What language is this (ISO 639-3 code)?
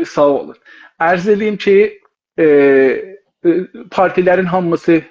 azb